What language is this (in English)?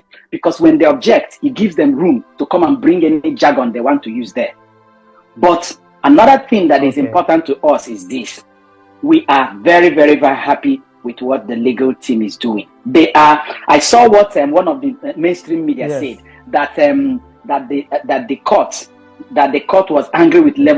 Nigerian Pidgin